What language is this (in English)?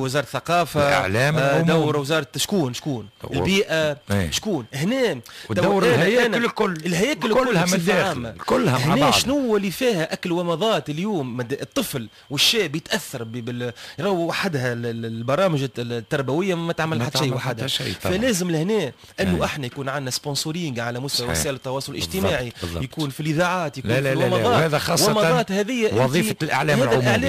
Tunisian Arabic